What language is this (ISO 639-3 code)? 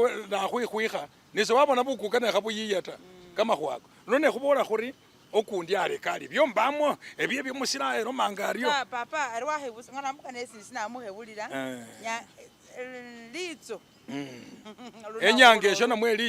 myx